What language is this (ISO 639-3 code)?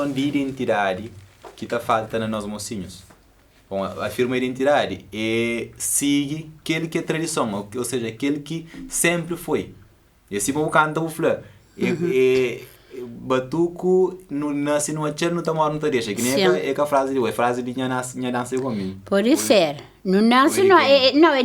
kea